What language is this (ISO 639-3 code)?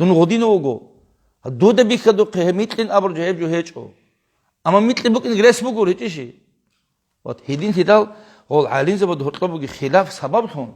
ava